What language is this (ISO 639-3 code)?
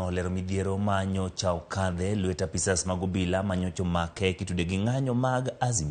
luo